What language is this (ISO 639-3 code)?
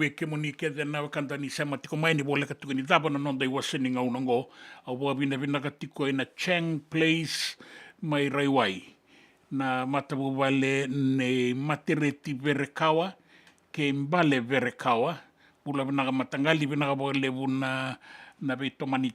fij